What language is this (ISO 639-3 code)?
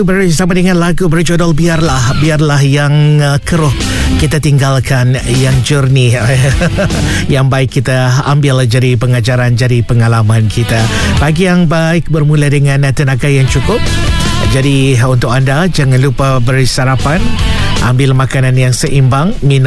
msa